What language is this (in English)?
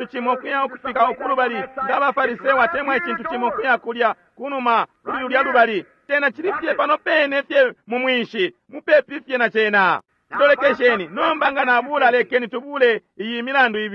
Bemba